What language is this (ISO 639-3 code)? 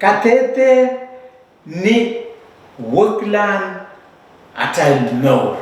pon